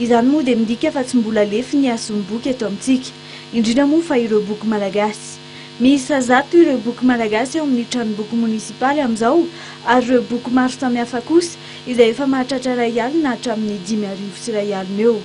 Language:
Malagasy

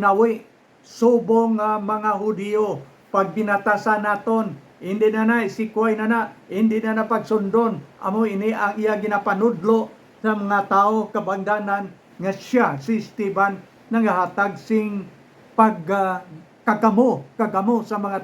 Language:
Hiligaynon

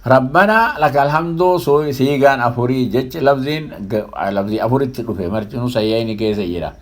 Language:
Oromo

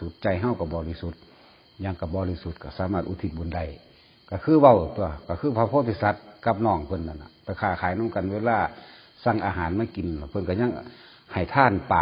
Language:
Lao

